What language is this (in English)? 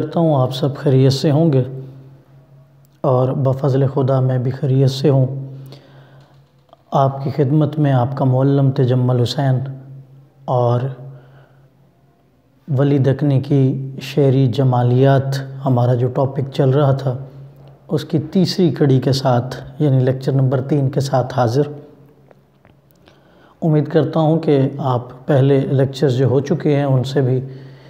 Urdu